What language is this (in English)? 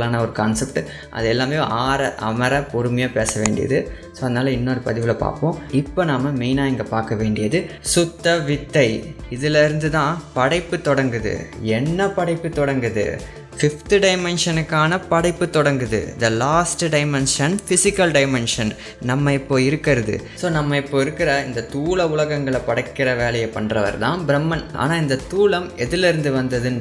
Tamil